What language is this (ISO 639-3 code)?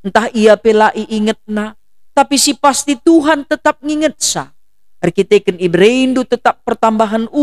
btx